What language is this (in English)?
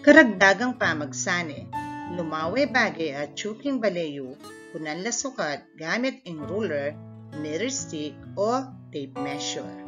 Pampanga